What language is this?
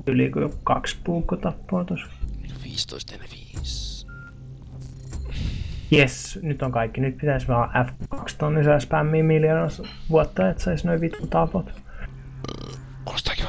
Finnish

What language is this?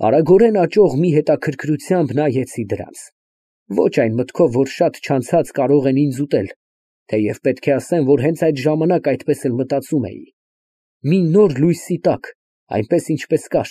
Armenian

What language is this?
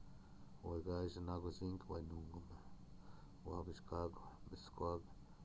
Chippewa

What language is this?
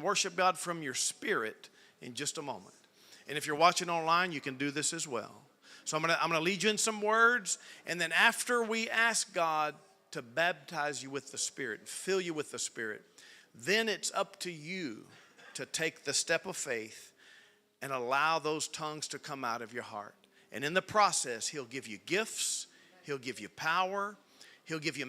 English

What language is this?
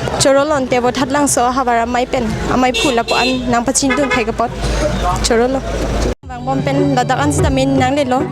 Karbi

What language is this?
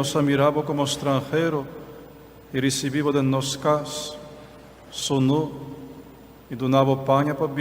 Papiamento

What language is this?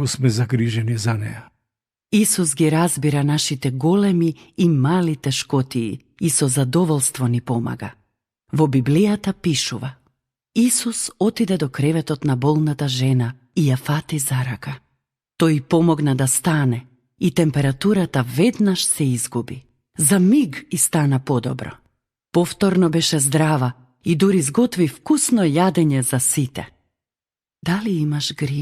Macedonian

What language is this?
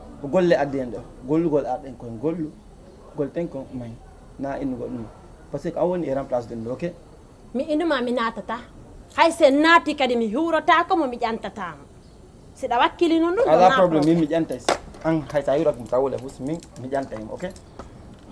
Fula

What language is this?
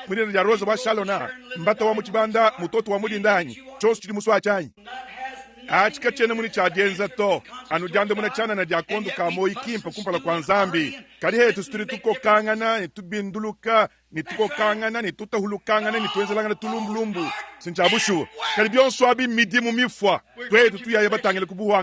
Luba-Lulua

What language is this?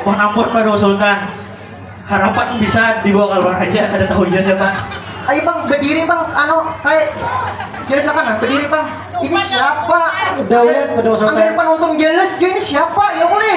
Banjar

